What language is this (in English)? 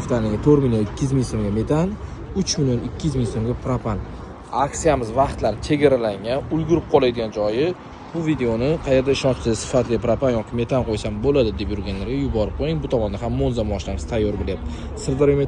Uzbek